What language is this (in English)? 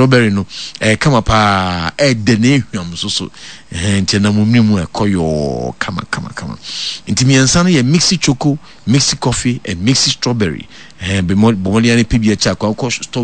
Akan